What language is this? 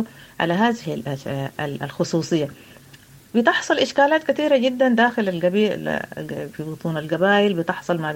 Sudanese Arabic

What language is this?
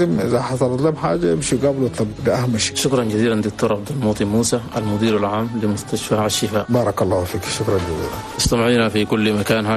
Chadian Arabic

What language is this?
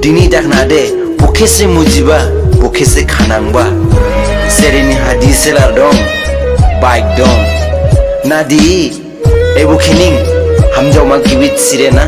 Dimasa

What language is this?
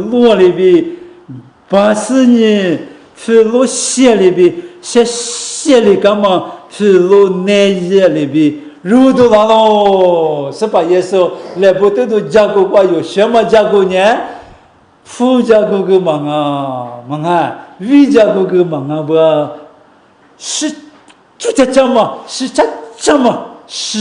Lisu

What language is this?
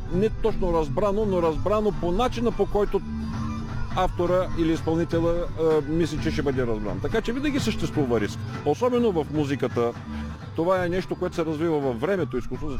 Bulgarian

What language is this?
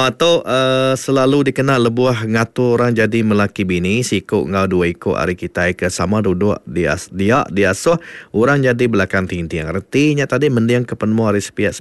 Iban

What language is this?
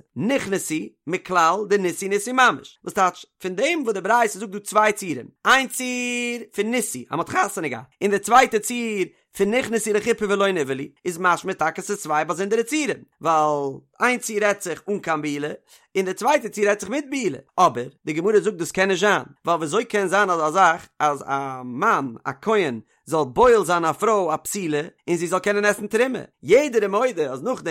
Yiddish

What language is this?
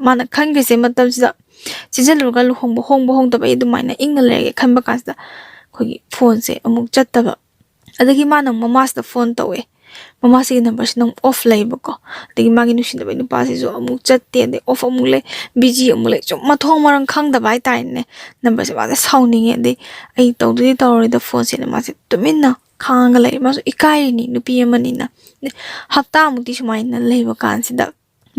Manipuri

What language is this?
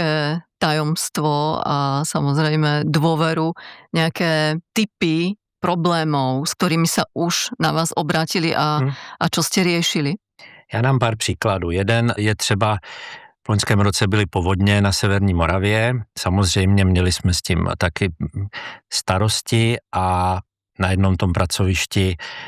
Czech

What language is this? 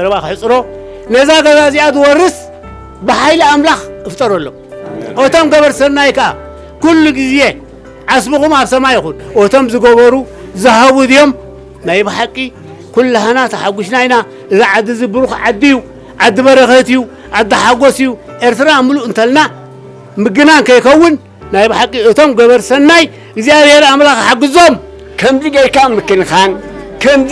Tigrinya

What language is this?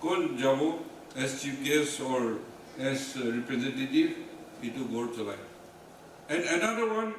Naga Pidgin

